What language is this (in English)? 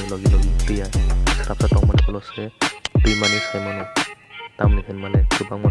Kok Borok